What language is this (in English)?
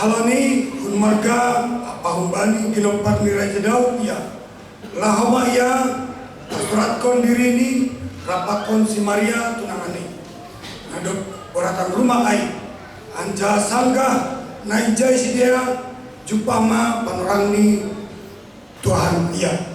Batak Simalungun